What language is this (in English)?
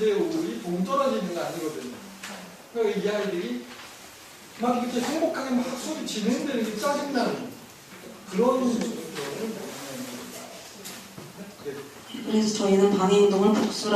Korean